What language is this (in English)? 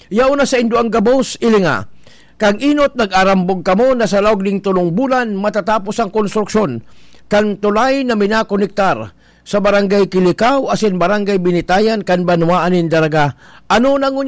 Bikol